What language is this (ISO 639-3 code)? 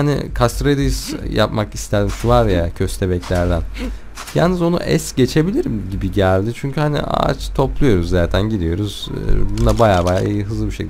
tur